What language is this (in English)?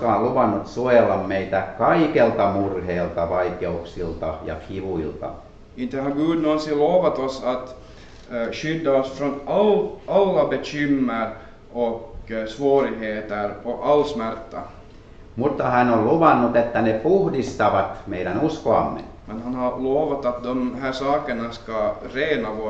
Finnish